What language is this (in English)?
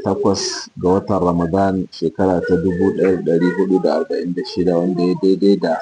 Hausa